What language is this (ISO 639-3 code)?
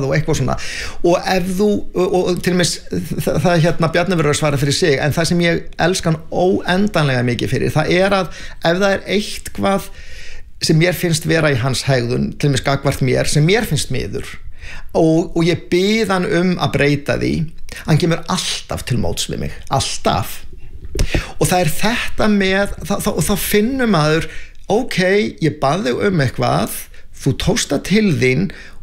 isl